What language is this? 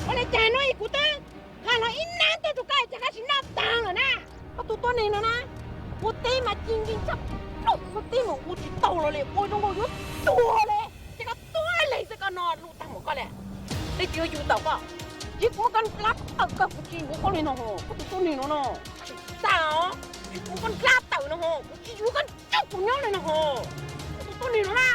Hmong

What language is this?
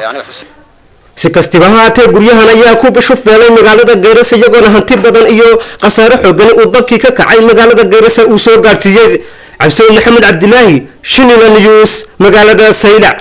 Somali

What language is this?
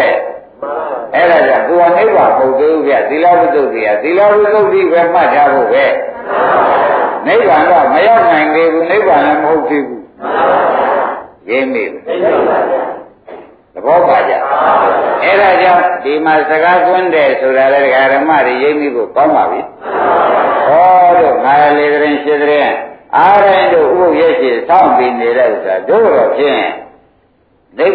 Burmese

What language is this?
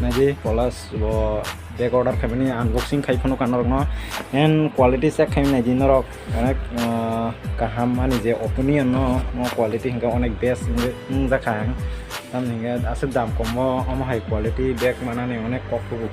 Kok Borok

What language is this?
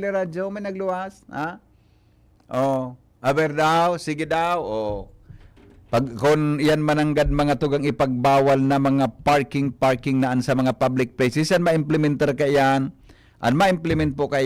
Bikol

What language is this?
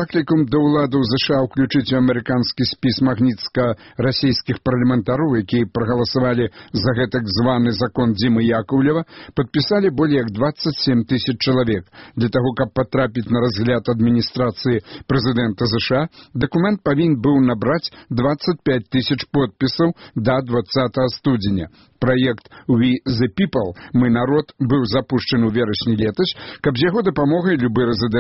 Belarusian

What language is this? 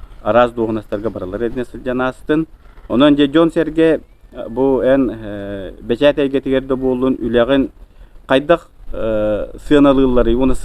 Yakut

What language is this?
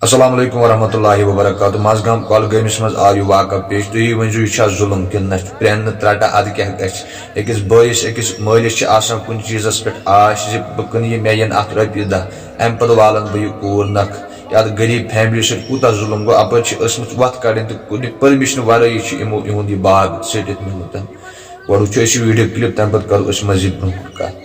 Kashmiri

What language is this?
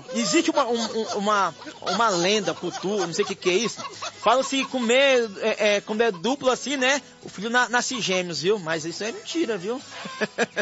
Portuguese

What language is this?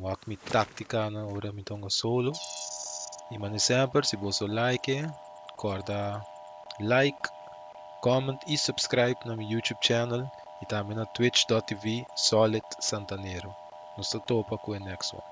Papiamento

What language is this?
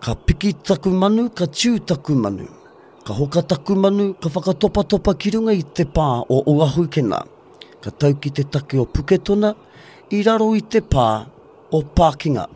Māori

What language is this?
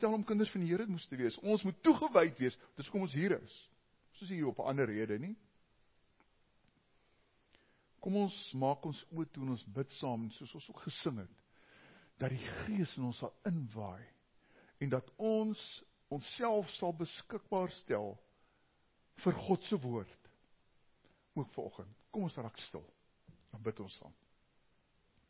Afrikaans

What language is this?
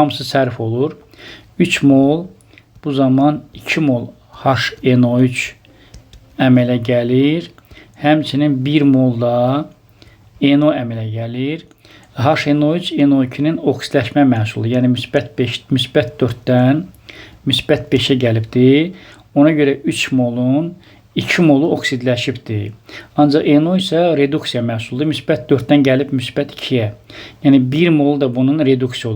Azerbaijani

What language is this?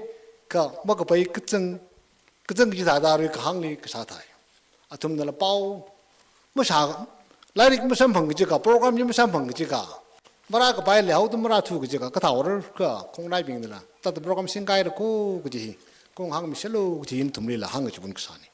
Tangkhul Naga (India)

